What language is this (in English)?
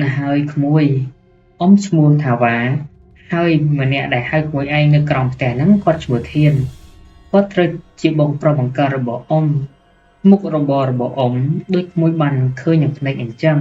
Khmer